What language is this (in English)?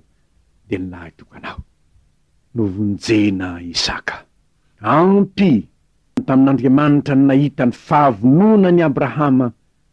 Malagasy